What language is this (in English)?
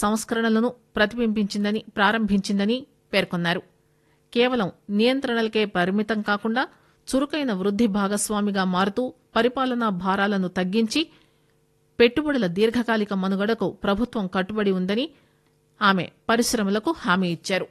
Telugu